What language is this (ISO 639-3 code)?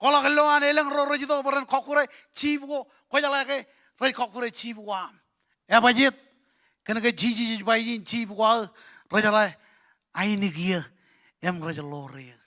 mah